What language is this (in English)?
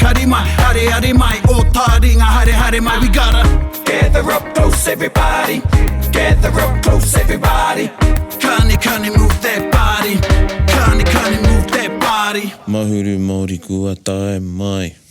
Māori